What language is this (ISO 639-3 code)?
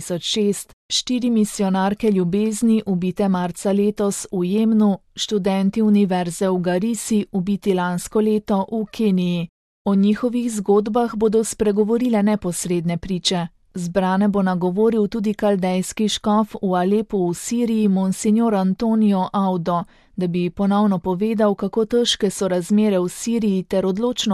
slv